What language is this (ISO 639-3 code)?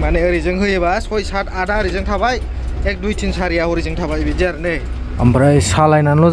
brx